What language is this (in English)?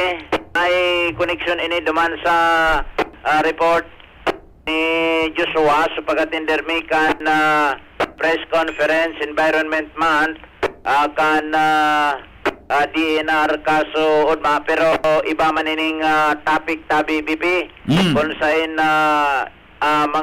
Bikol